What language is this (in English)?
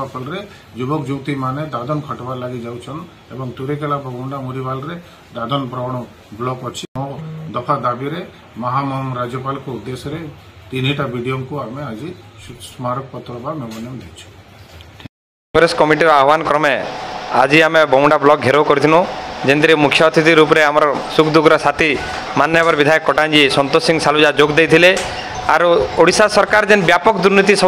Odia